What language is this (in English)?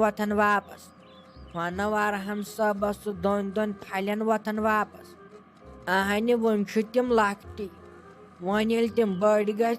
Kashmiri